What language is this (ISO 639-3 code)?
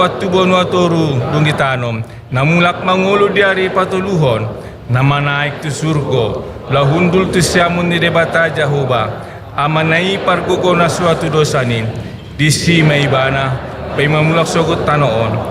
bbc